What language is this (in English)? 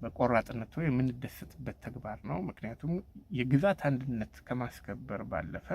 Amharic